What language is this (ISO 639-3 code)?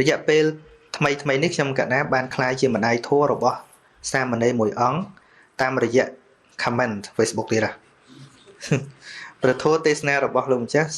khm